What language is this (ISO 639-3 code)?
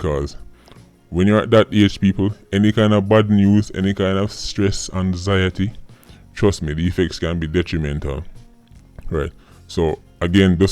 jam